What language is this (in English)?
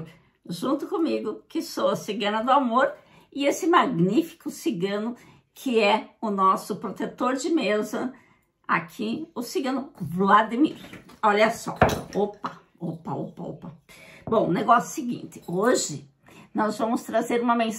Portuguese